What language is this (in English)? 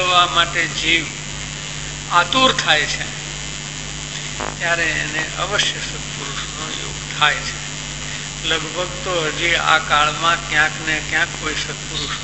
Gujarati